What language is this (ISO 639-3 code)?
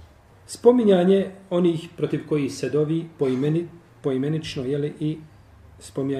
bos